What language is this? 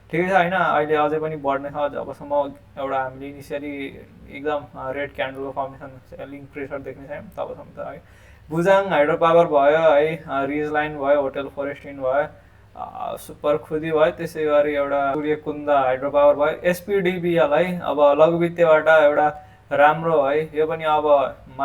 Nepali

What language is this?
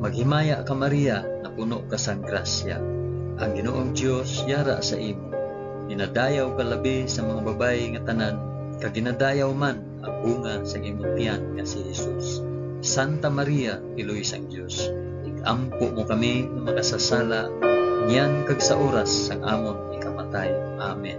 Hiligaynon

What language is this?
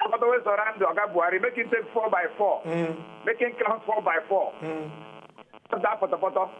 Nigerian Pidgin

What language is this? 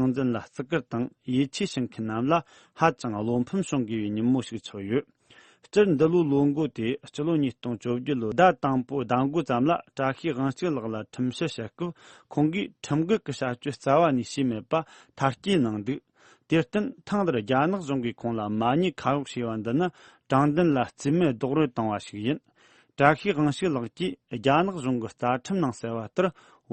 Tibetan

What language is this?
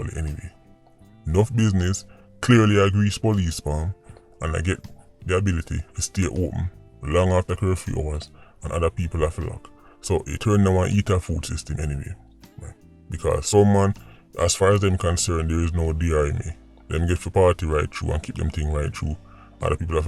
Jamaican Creole English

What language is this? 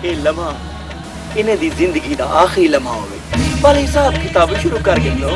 Saraiki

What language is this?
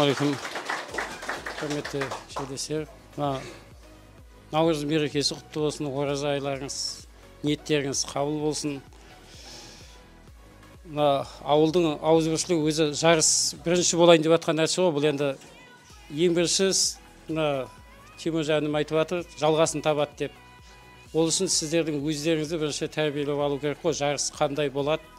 Kazakh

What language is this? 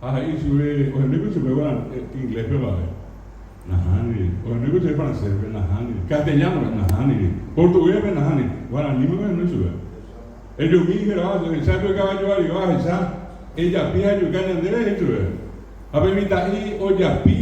Guarani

